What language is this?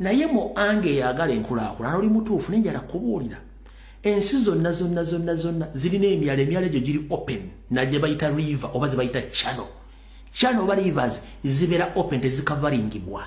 Ganda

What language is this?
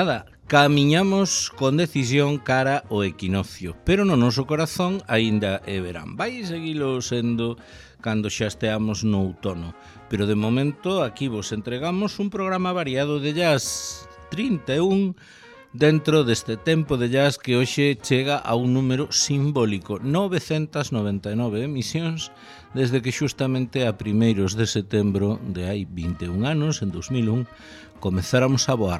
Galician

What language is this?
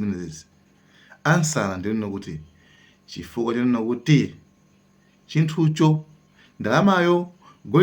Nyanja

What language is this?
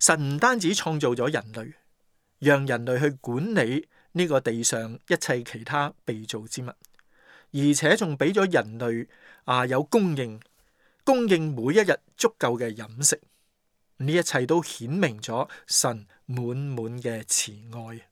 Cantonese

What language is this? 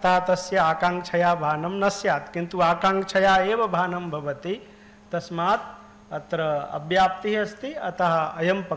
Sanskrit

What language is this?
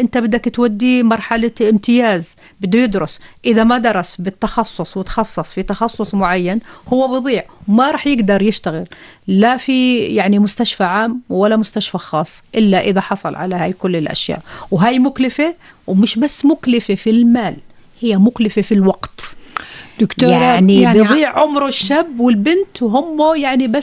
North Levantine Arabic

